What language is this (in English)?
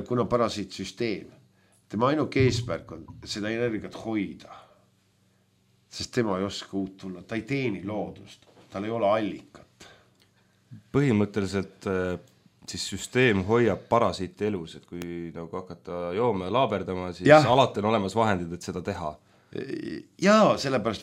Estonian